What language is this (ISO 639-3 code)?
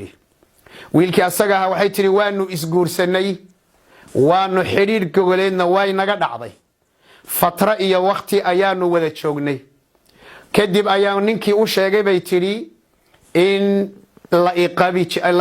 som